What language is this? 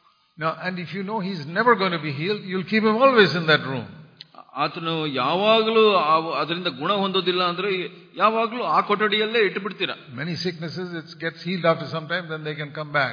Kannada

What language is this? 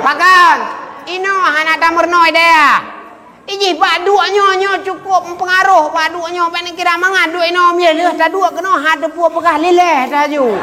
Achinese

